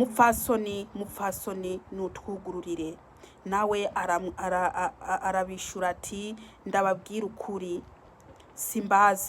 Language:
Rundi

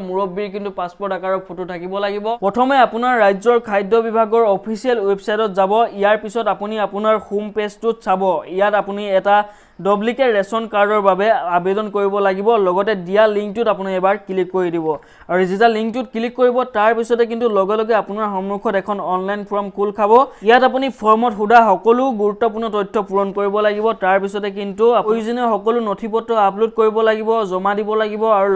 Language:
Assamese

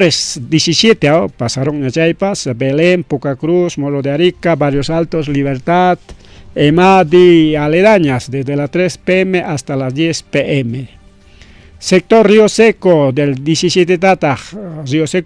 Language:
Ayacucho Quechua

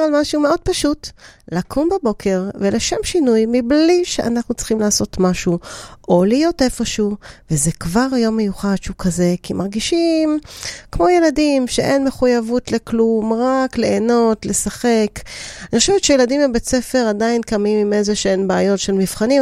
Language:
Hebrew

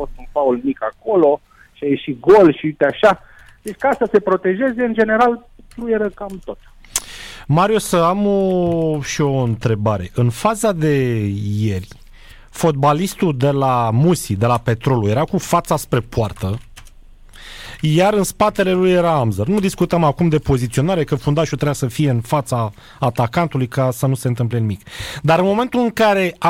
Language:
Romanian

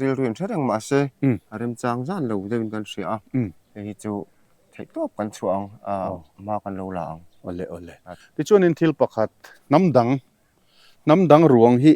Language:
Mizo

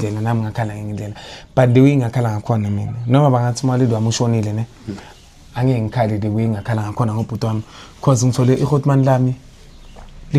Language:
Zulu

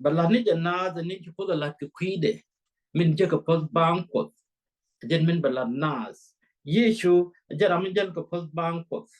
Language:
Nuer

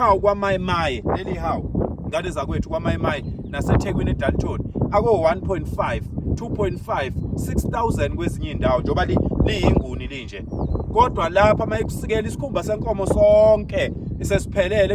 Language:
Zulu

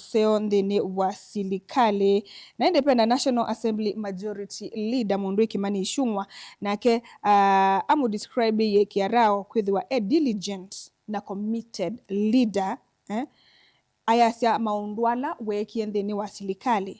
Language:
Kamba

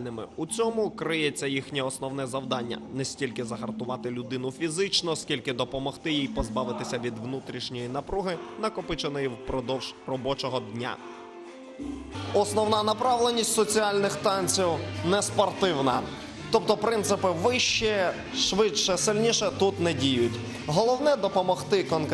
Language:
Ukrainian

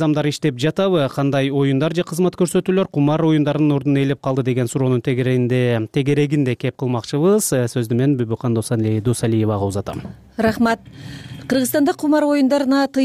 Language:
Kyrgyz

